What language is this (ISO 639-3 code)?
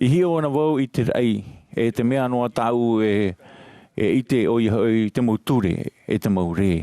tah